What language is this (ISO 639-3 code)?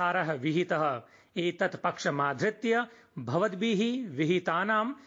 san